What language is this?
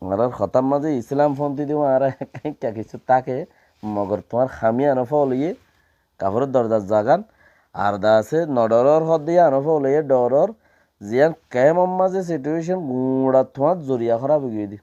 Rohingya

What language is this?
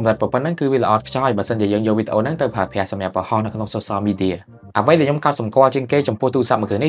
Khmer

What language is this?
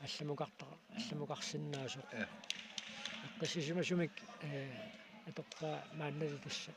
Kalaallisut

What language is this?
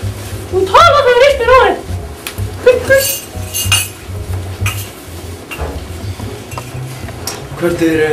Icelandic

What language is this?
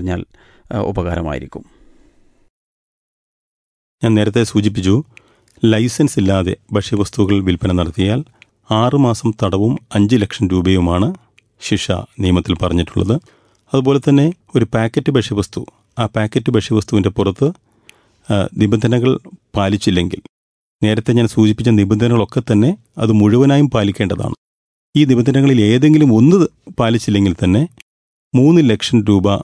Malayalam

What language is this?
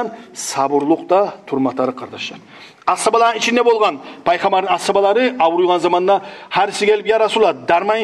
Kumyk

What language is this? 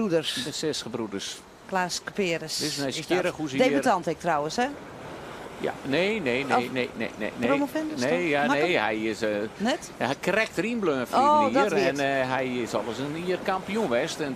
Western Frisian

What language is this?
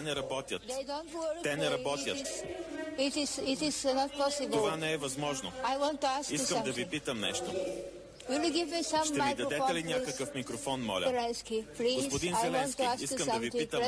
Bulgarian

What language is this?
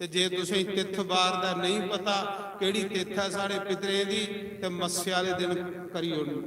Dogri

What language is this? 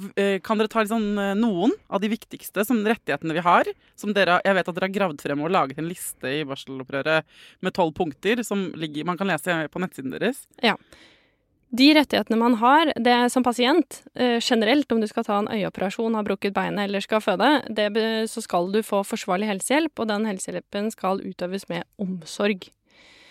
Norwegian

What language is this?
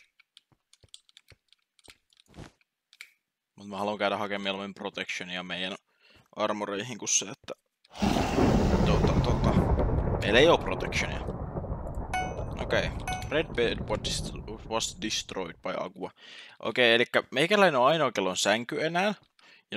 Finnish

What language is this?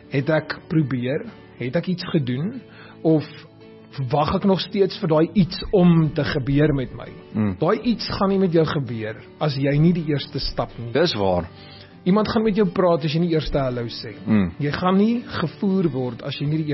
Afrikaans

